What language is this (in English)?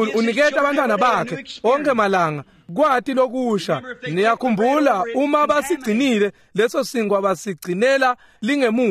Swati